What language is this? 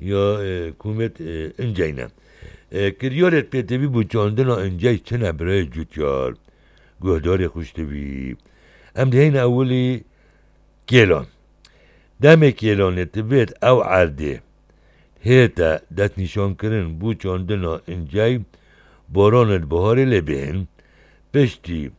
Kurdish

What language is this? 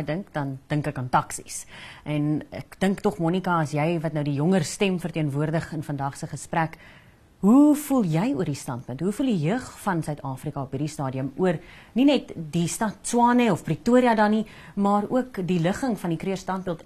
Afrikaans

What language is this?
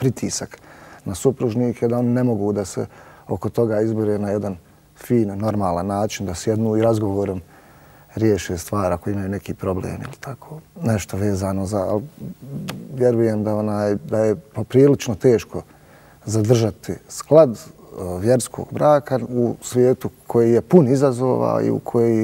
Bosnian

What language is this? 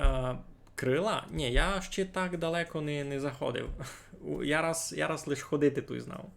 Rusyn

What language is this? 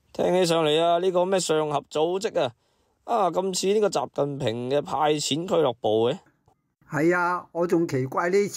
Cantonese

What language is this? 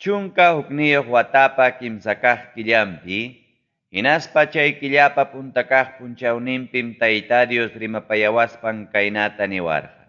Ayacucho Quechua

